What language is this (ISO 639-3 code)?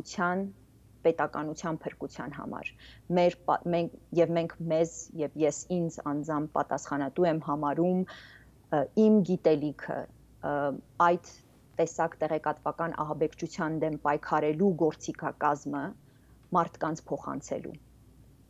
hye